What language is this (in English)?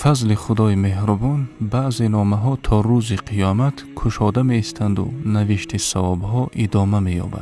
Tajik